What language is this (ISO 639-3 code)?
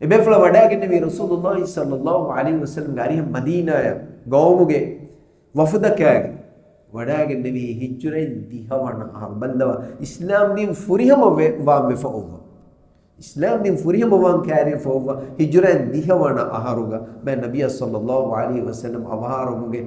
div